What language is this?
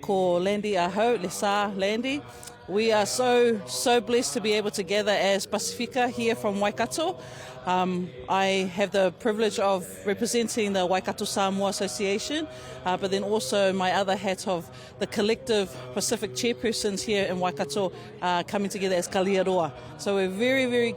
Māori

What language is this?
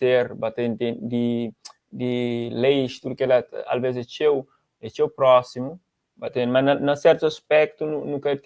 Kabuverdianu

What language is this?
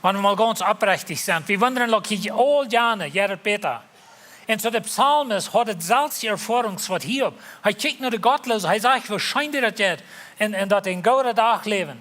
Plautdietsch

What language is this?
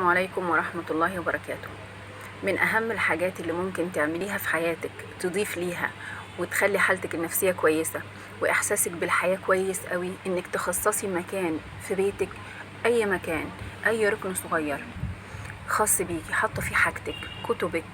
Egyptian Arabic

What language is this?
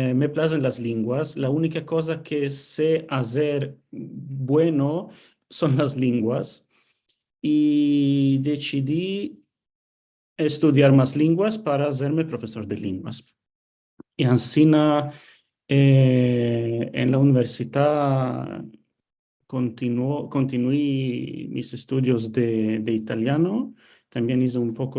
Ladino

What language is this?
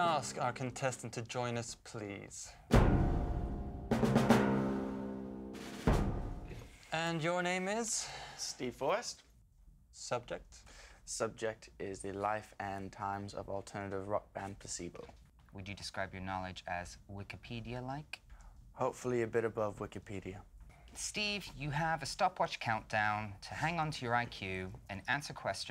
English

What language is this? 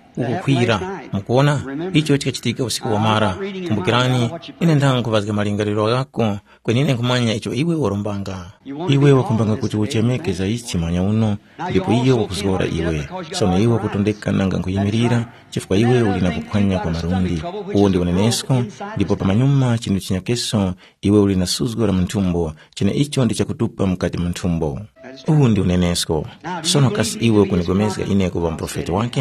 Tumbuka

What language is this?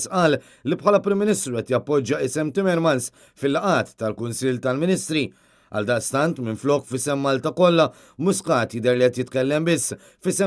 Maltese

